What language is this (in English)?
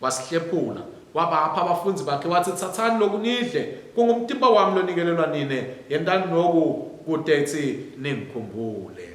Swati